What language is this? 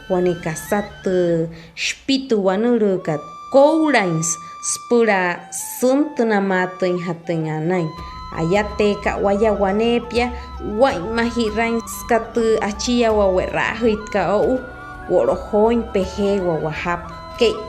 Wayuu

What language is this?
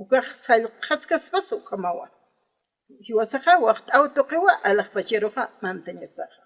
Aymara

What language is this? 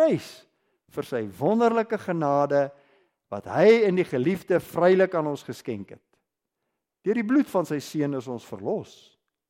Afrikaans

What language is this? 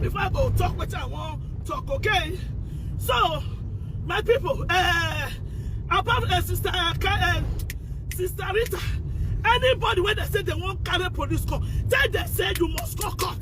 Nigerian Pidgin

